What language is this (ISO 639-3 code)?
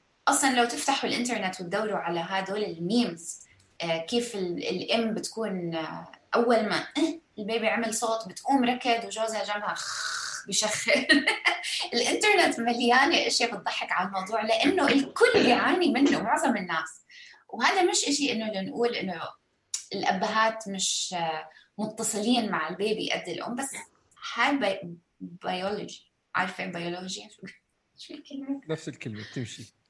apc